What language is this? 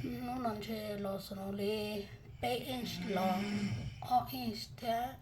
Hmong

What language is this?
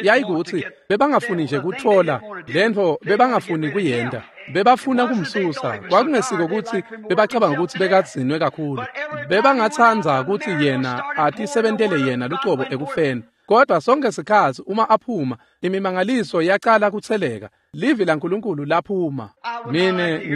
Swati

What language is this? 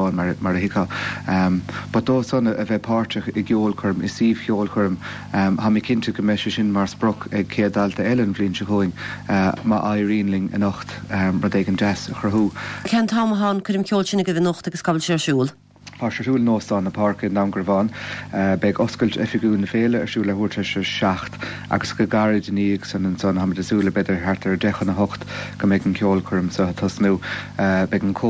Irish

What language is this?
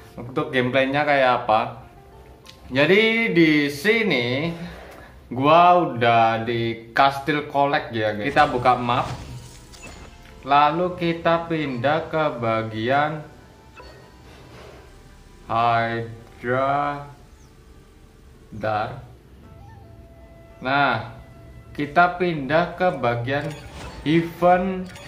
Indonesian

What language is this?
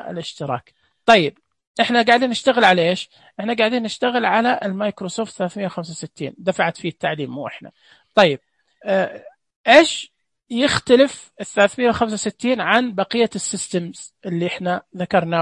Najdi Arabic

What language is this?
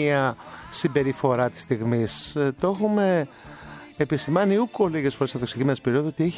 Greek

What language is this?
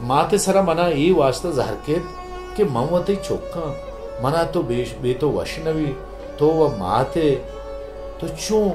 Baluchi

